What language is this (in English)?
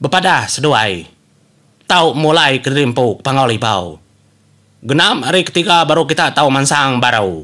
Iban